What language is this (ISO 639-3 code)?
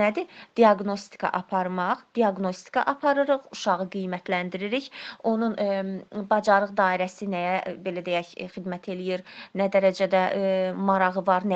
aze